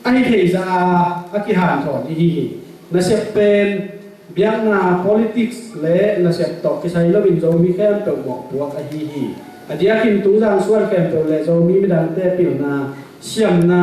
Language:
Tedim Chin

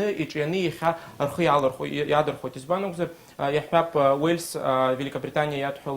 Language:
Abkhazian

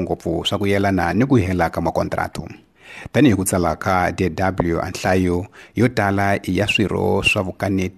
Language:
Tsonga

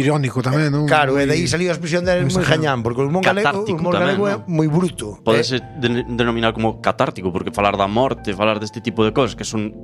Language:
Galician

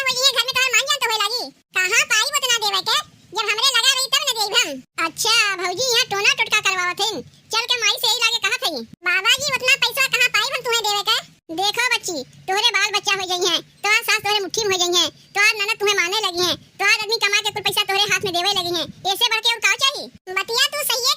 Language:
Awadhi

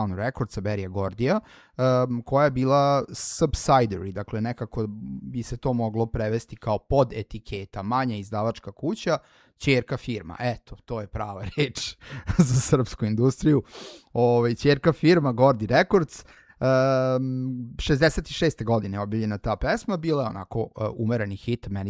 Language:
Serbian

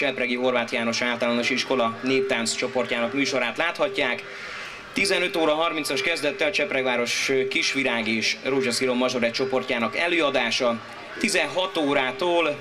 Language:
Hungarian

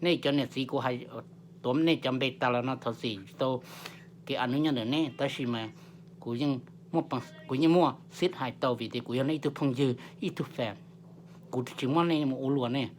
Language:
Hmong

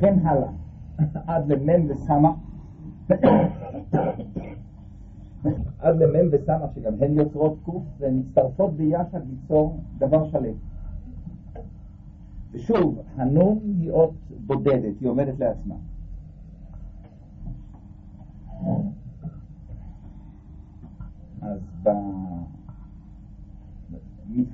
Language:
Hebrew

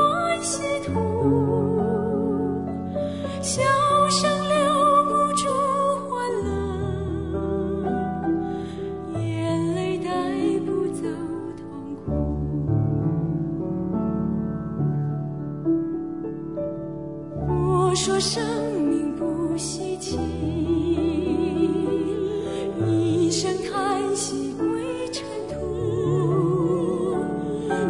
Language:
Chinese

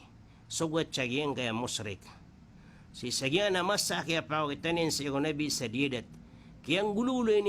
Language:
Maranao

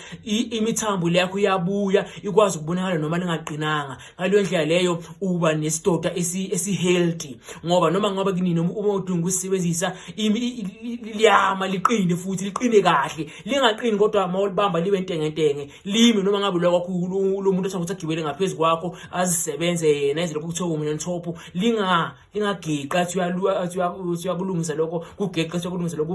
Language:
Zulu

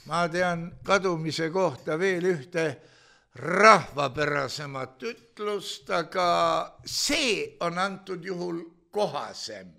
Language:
Estonian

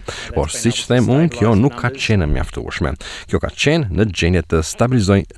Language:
Albanian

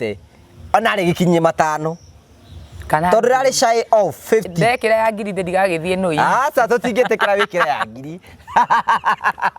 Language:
Kikuyu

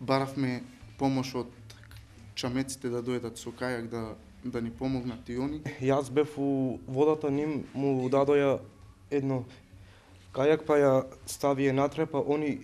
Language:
Macedonian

